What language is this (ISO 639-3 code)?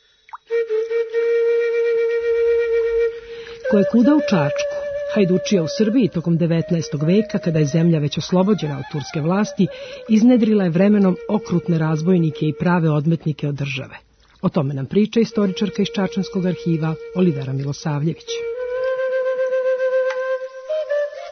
srp